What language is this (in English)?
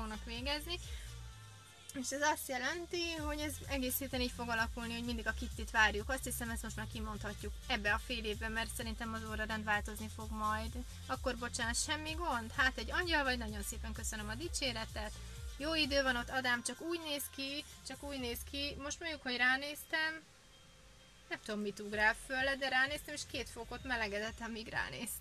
Hungarian